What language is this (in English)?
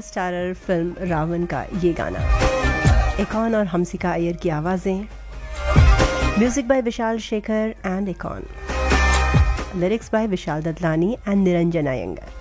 Hindi